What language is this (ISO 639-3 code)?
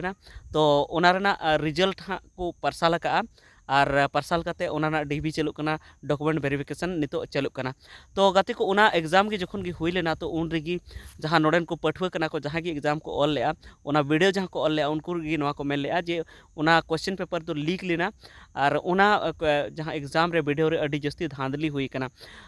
sat